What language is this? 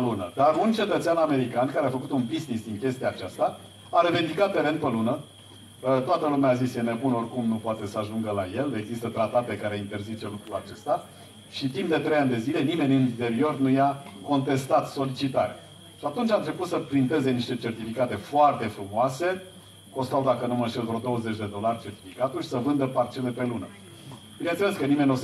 Romanian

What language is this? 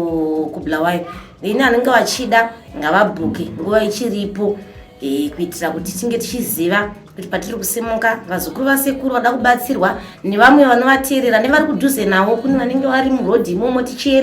Shona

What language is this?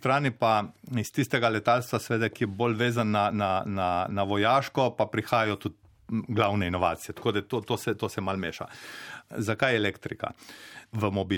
Slovenian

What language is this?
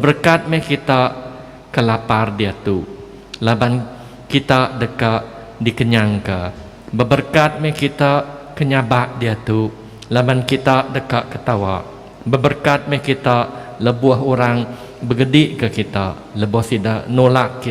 Iban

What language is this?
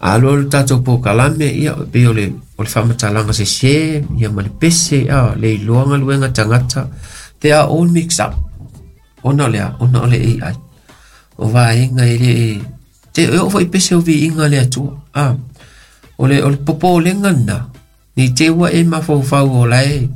Samoan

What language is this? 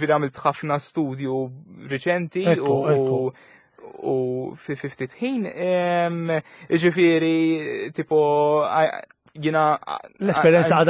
Maltese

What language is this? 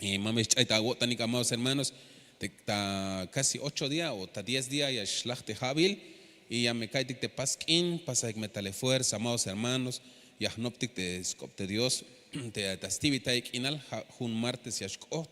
Tzeltal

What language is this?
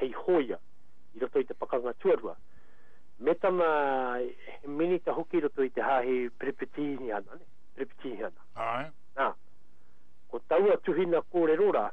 Māori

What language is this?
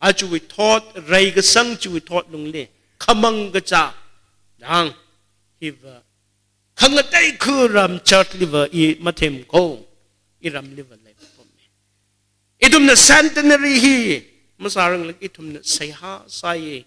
Tangkhul Naga (India)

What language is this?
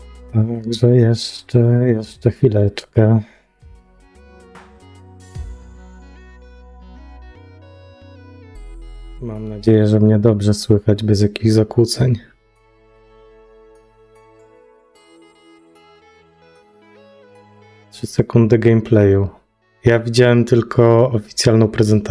Polish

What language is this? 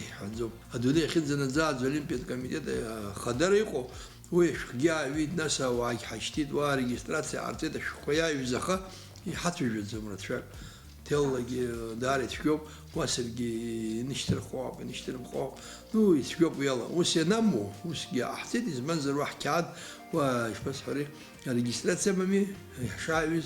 Abkhazian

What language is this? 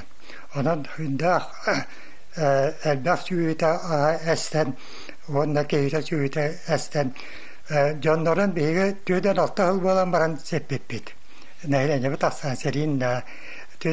Yakut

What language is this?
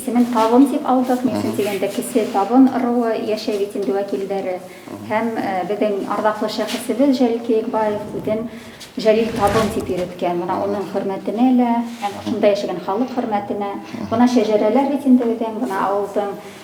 Bashkir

